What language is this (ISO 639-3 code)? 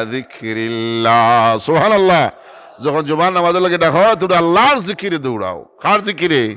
syl